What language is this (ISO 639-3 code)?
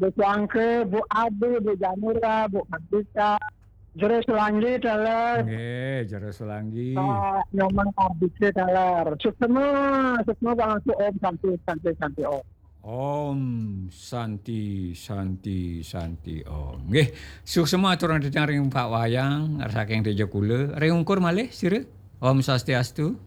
ban